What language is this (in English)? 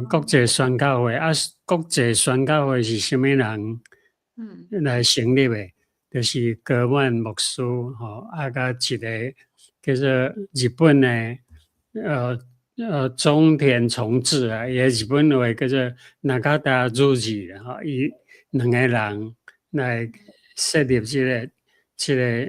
Min Nan Chinese